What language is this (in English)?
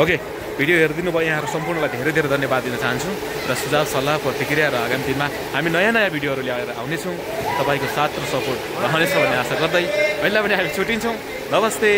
Nepali